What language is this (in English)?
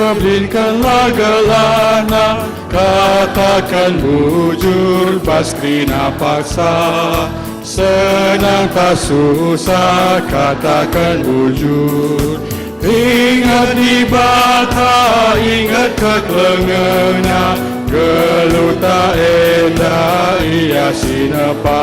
Batak Karo